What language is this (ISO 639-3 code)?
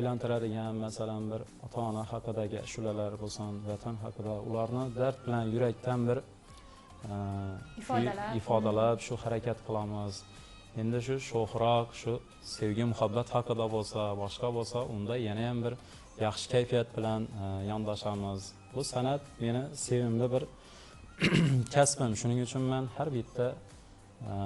uzb